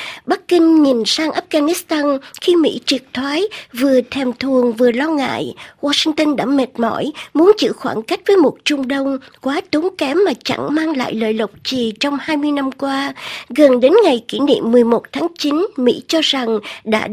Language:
Vietnamese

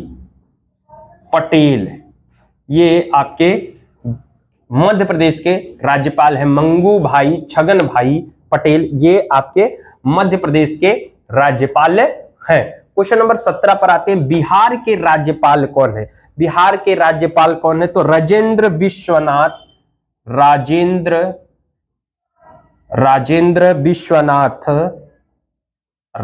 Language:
Hindi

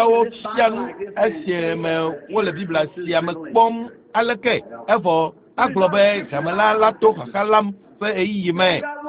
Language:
Ewe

